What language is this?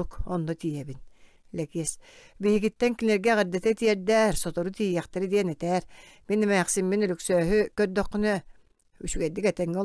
Yakut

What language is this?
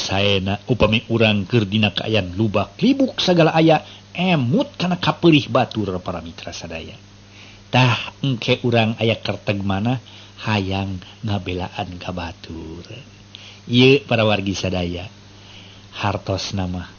Sundanese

